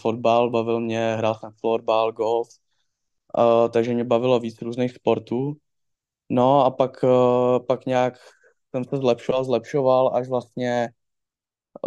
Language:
Czech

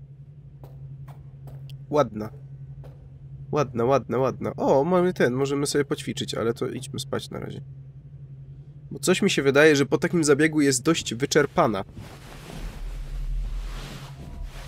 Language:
Polish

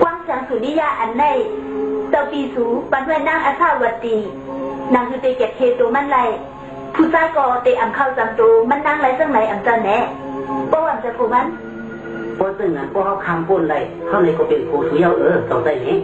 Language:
Shan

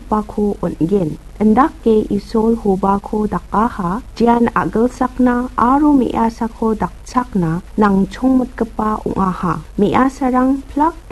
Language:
Garo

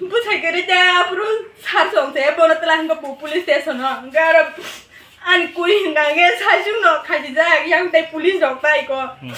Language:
Kok Borok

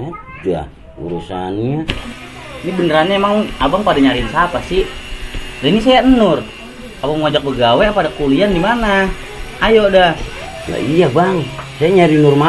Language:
Betawi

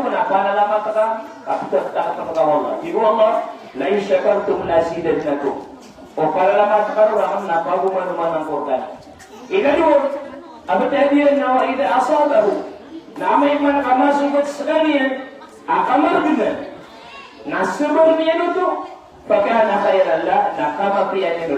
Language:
Maranao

